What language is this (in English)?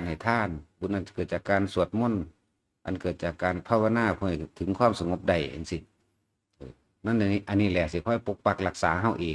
Lao